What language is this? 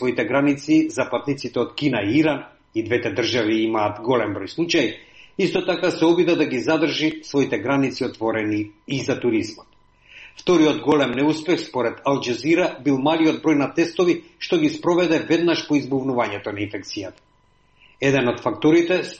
Macedonian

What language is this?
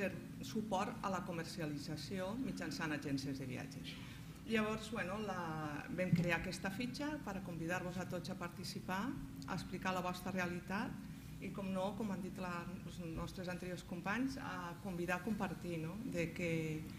Catalan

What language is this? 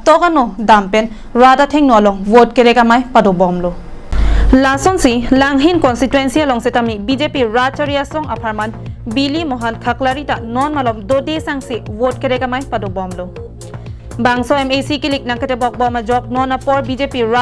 Karbi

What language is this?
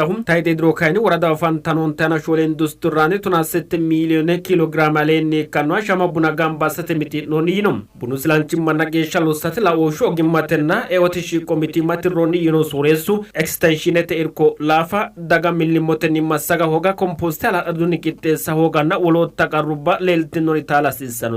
Sidamo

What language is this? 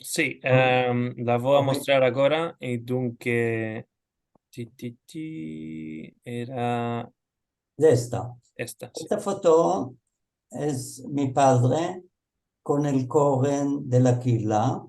Ladino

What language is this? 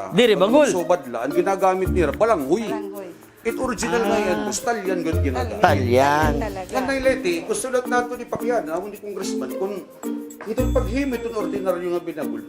Waray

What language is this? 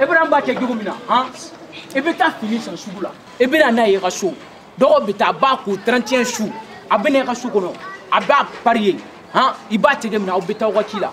Bambara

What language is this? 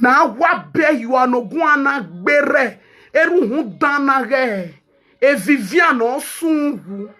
Nigerian Pidgin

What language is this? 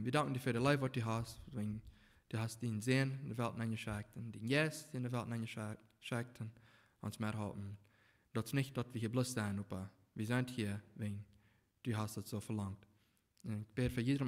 Plautdietsch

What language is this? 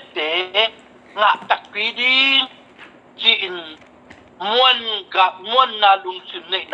Tedim Chin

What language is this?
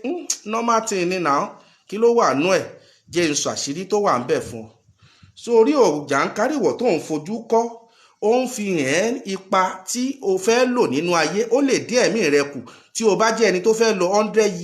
Yoruba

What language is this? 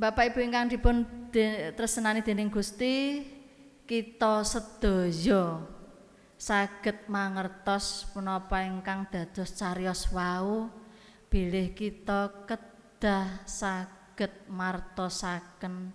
Javanese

